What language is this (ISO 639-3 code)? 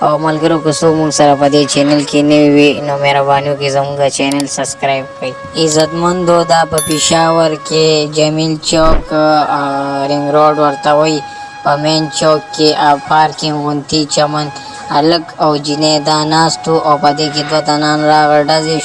pus